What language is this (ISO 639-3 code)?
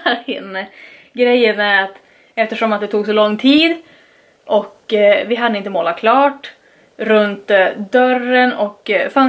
swe